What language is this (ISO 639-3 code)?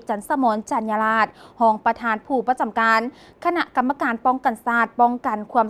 lao